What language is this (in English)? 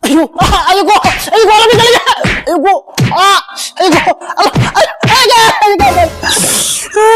Santali